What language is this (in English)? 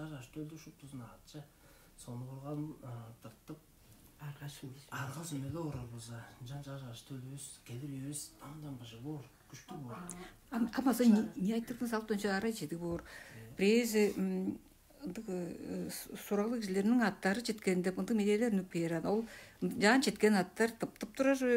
Tuvinian